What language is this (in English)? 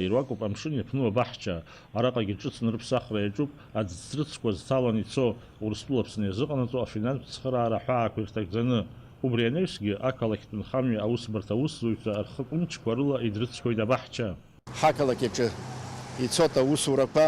Abkhazian